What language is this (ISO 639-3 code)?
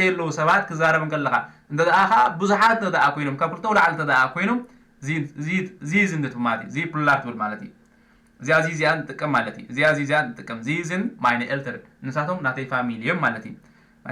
tir